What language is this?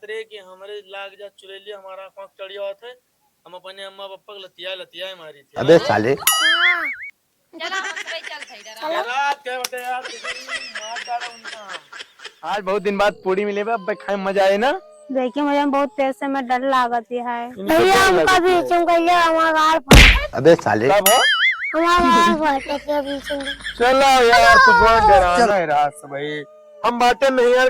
Awadhi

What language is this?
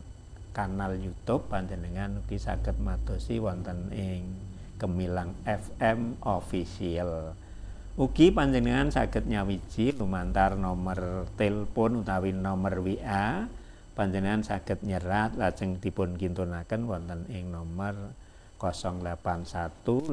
Javanese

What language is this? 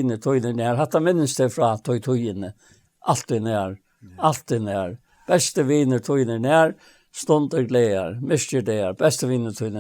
Faroese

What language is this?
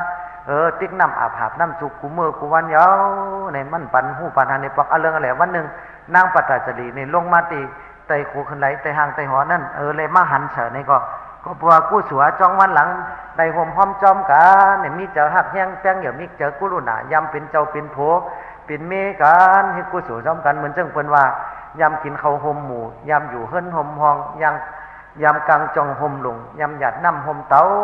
Shan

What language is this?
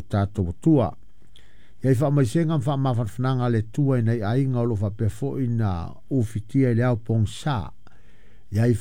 Samoan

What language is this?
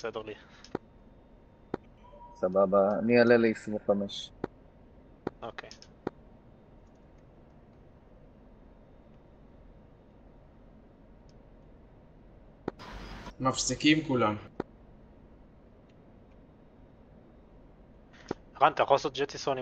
Hebrew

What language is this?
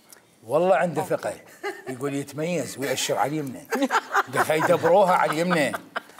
Mesopotamian Arabic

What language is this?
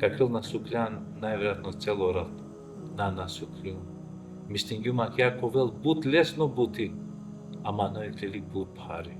Balkan Romani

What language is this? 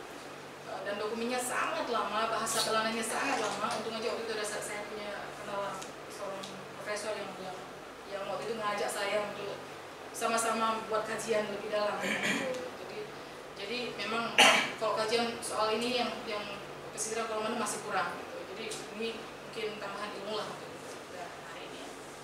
Indonesian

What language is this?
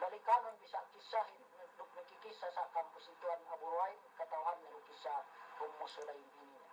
Yakan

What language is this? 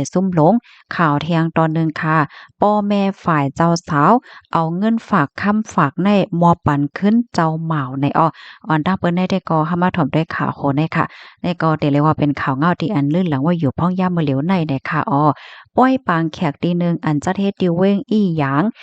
Shan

